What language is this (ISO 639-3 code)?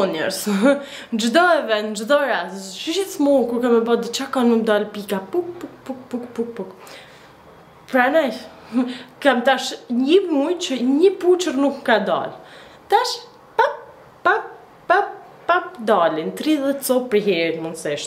sqi